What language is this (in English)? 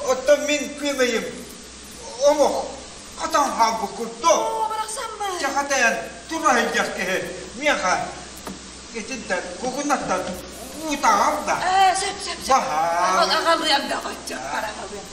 Yakut